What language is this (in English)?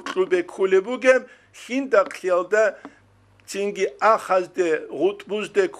Avaric